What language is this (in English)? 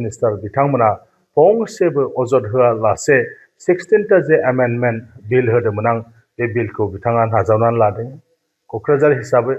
Bodo